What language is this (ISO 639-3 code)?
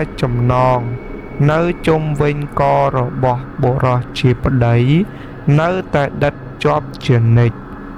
khm